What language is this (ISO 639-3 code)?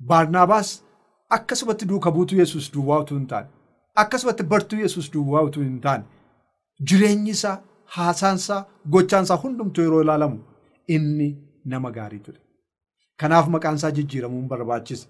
orm